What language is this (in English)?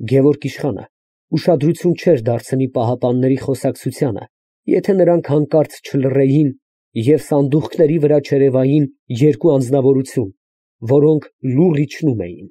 Armenian